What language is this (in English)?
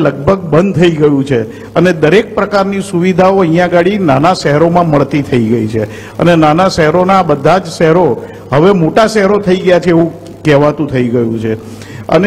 Gujarati